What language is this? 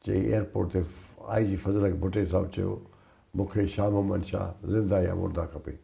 Sindhi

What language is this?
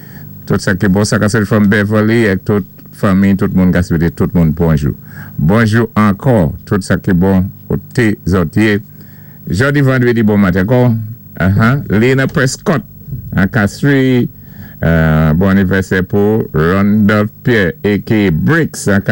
Saint Lucian Creole French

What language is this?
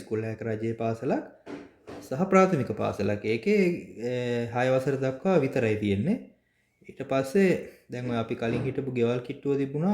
Sinhala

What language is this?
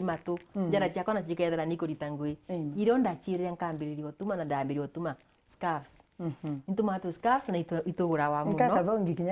Meru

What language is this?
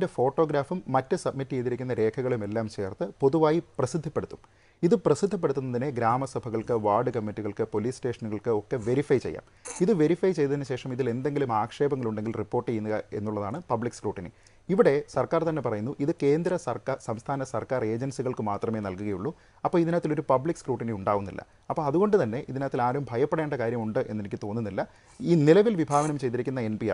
Malayalam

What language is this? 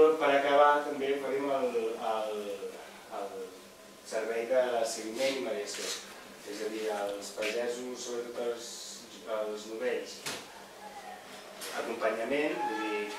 Catalan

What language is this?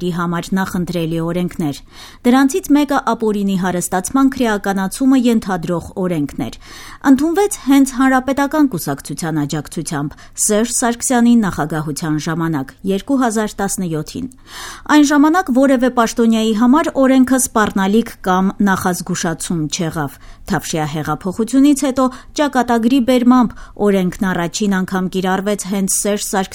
Armenian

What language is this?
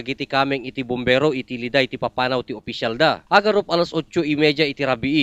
Iloko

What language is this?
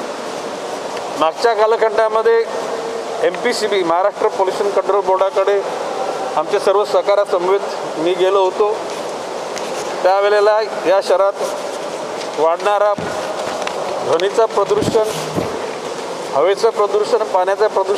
Marathi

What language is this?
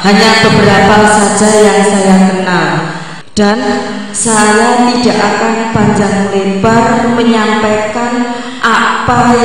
Indonesian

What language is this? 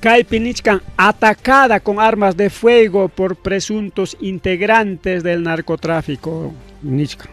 Ayacucho Quechua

